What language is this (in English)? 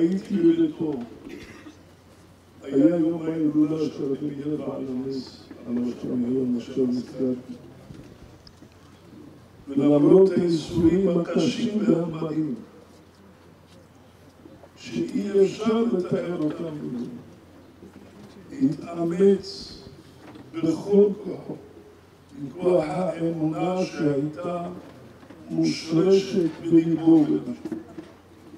Hebrew